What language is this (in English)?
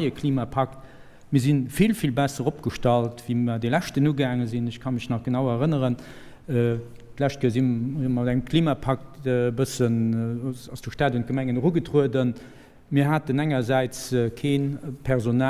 Luxembourgish